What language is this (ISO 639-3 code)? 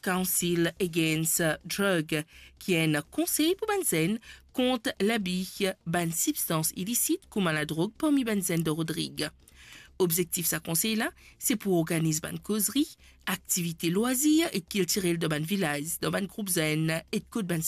mfe